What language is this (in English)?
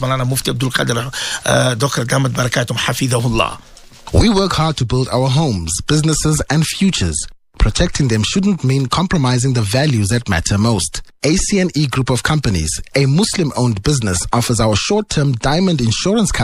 English